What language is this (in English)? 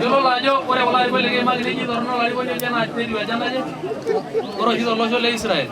Masai